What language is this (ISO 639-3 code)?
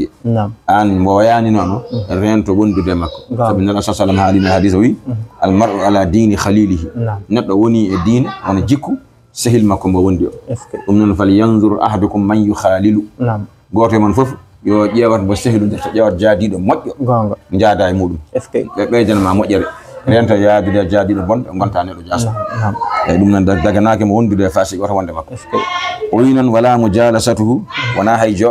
ful